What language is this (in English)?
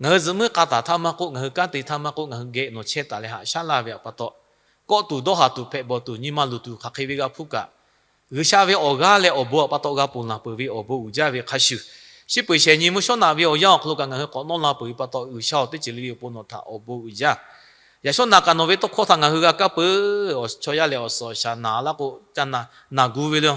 Lahu